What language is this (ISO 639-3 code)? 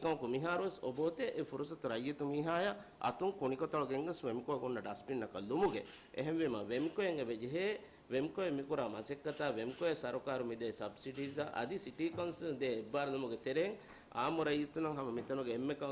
div